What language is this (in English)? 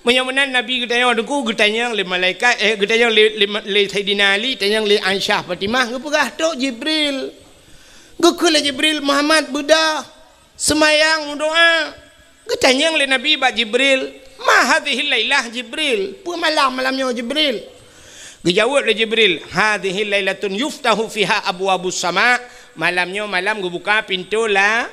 Achinese